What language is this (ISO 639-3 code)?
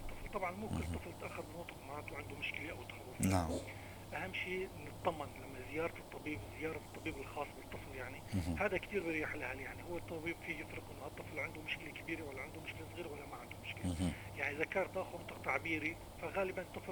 apc